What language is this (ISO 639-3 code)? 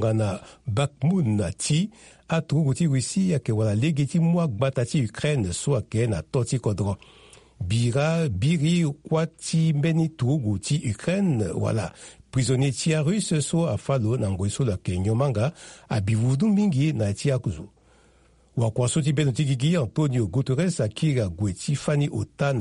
sag